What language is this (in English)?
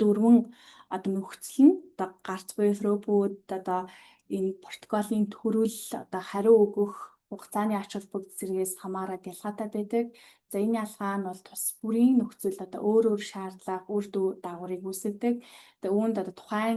Mongolian